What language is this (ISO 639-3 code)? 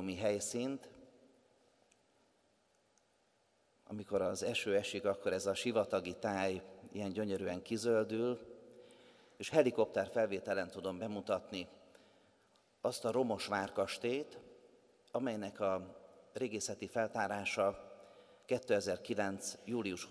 hun